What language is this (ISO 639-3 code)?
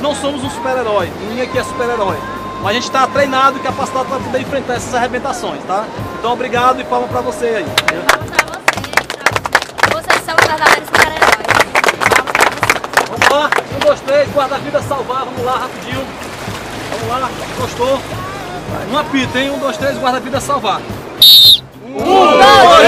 por